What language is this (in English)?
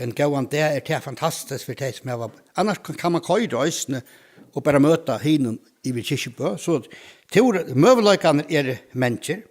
Faroese